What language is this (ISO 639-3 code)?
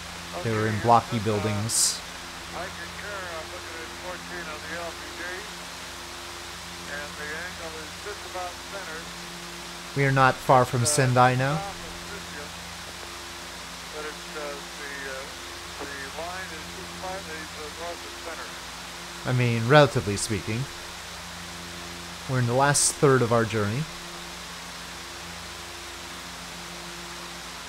eng